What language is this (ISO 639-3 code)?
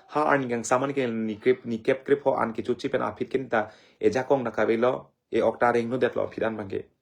mjw